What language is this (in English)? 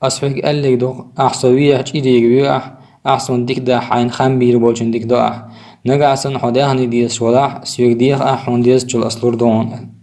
Chechen